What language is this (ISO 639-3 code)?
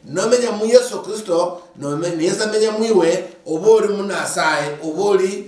luy